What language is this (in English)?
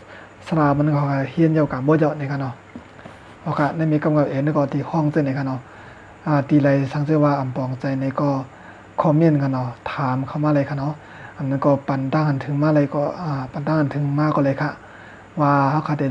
Shan